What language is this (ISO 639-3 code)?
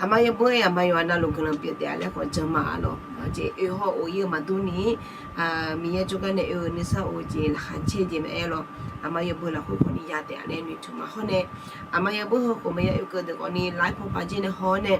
ahk